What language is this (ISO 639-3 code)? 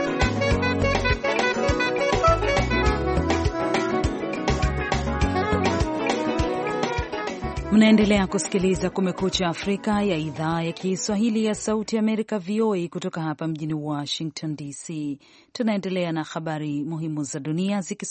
swa